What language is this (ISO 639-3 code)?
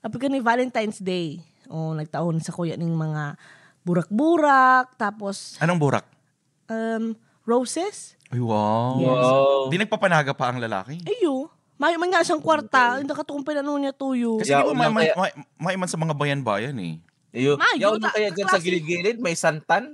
bik